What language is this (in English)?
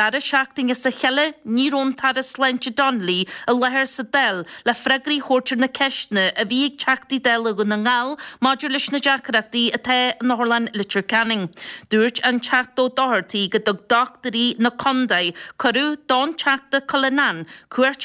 Irish